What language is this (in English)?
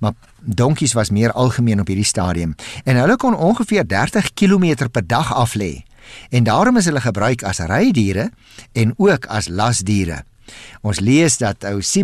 Afrikaans